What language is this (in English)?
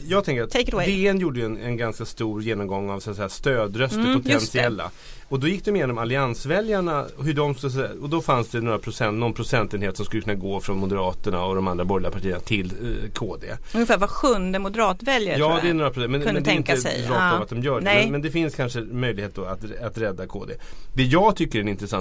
Swedish